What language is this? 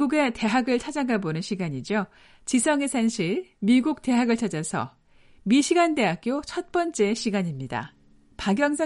Korean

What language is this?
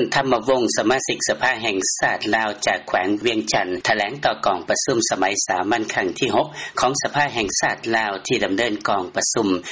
Lao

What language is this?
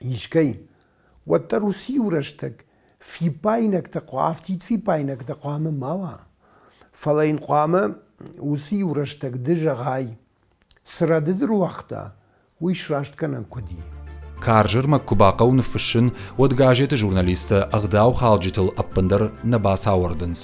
Ossetic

